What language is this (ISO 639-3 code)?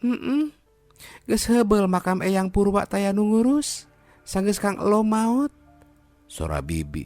sun